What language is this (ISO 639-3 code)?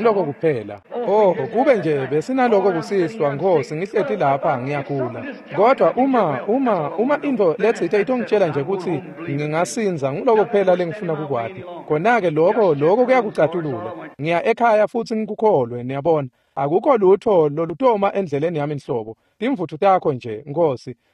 ssw